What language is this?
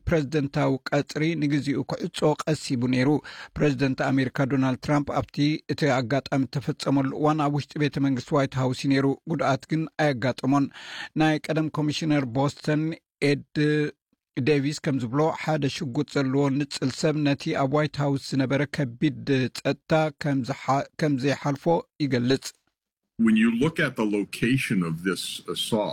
Tigrinya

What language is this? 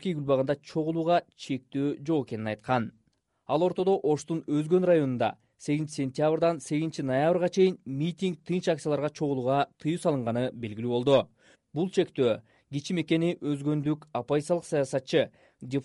Kyrgyz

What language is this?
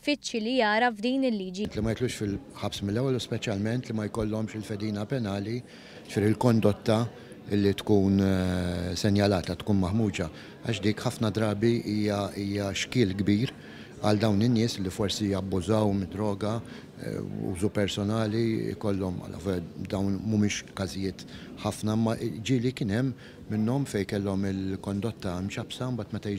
Maltese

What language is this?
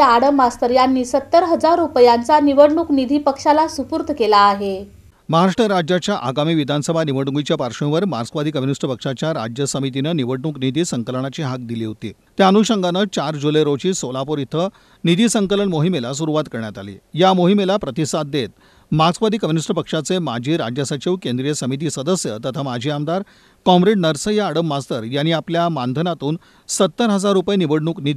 Marathi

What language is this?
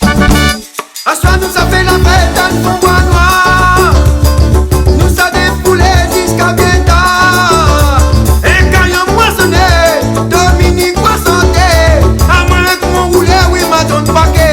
Réunion Creole French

